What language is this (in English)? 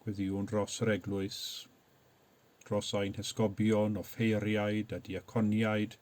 Welsh